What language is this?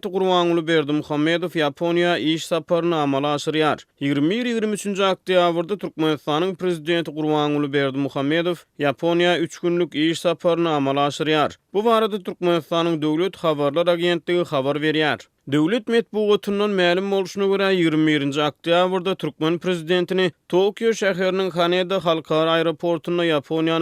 Turkmen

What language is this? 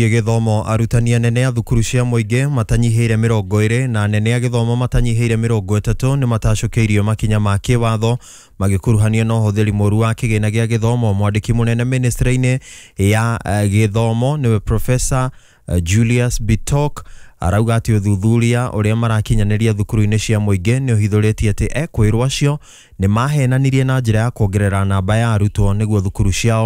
Kikuyu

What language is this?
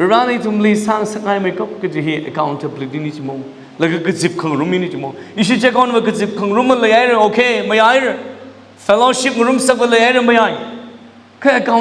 Tangkhul Naga (India)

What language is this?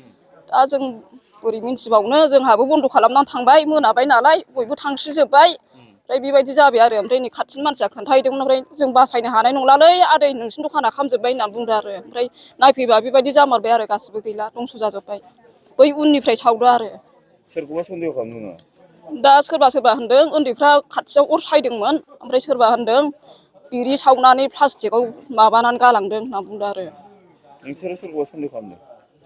Bodo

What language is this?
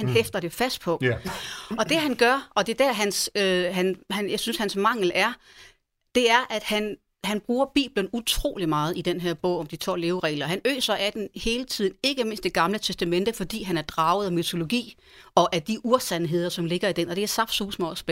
Danish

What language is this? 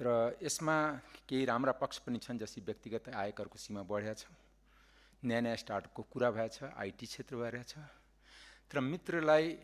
Nepali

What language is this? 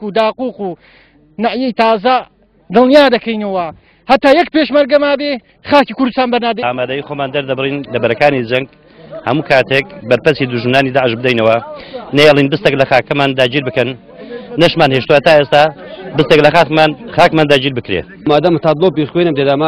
Central Kurdish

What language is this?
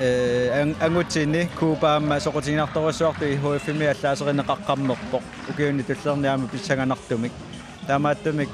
Kalaallisut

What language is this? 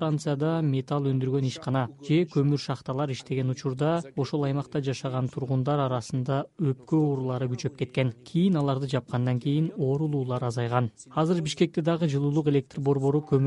Kyrgyz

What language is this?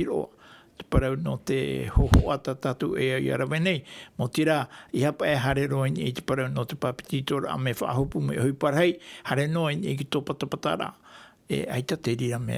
Tahitian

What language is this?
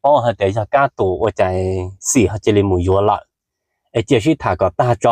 Hmong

